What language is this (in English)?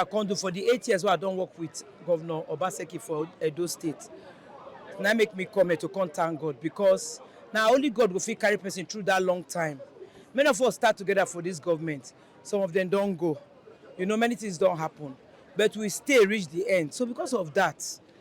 Nigerian Pidgin